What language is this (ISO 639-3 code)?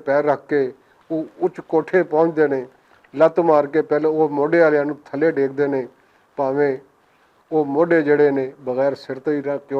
lah